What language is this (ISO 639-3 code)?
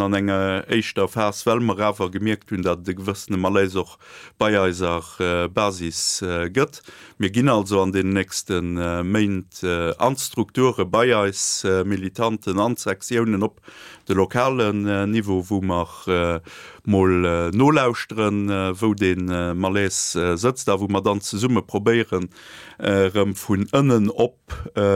ltz